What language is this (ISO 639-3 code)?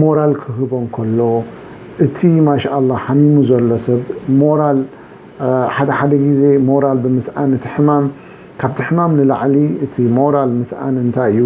tir